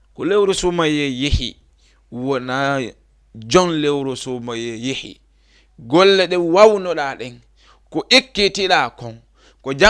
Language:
Fula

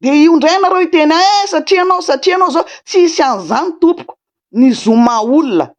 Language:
Malagasy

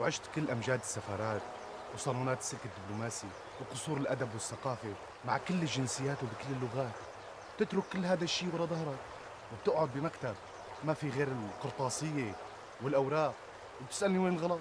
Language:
North Levantine Arabic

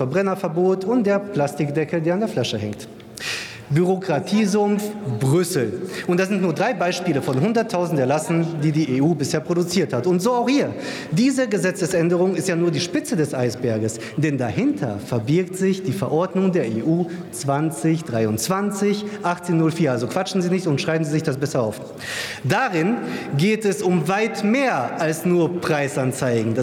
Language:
German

